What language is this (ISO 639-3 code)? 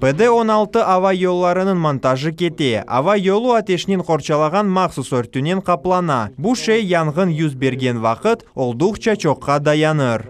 crh